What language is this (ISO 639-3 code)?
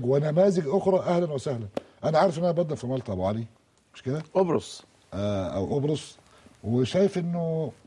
arz